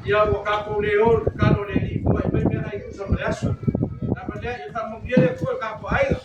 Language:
Samoan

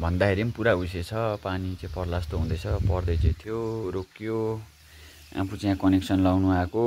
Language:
Nepali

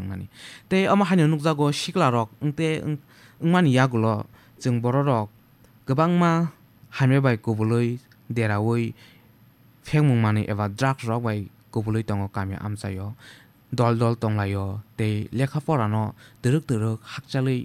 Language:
Kok Borok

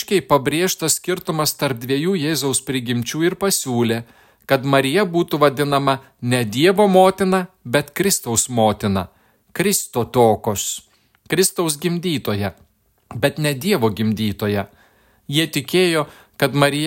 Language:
Lithuanian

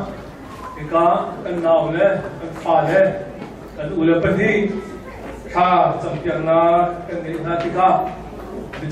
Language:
Hakha Chin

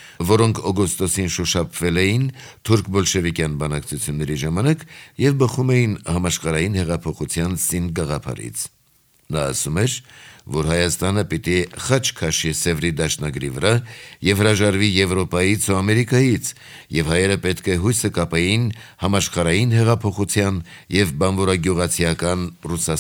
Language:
Armenian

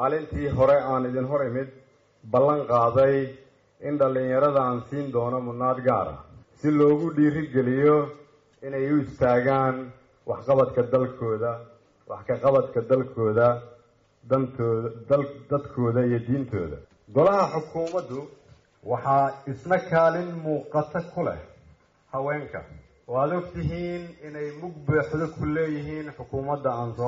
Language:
Somali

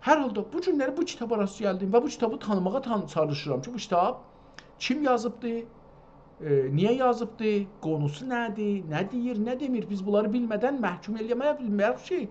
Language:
South Azerbaijani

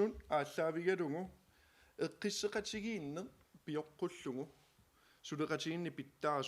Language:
Kalaallisut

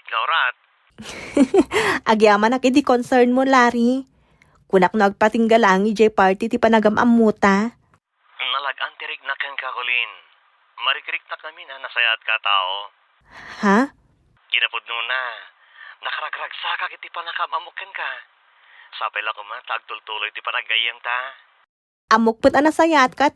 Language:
Iloko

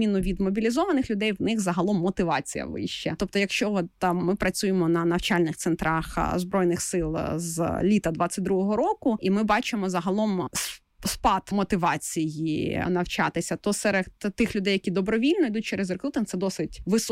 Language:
Ukrainian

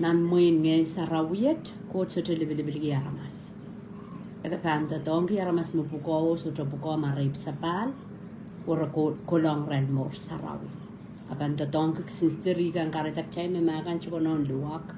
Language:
Pohnpeian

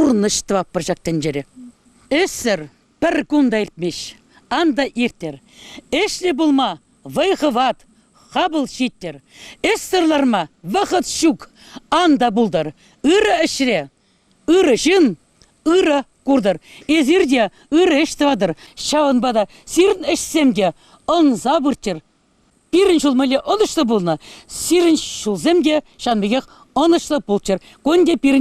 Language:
Chuvash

